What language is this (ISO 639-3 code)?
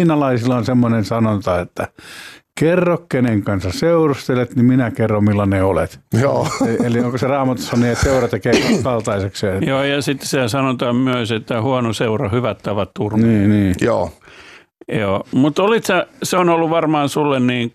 fin